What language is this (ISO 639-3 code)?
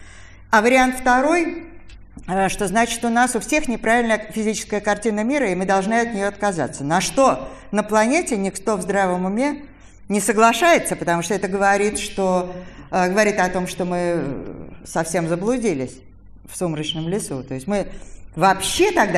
rus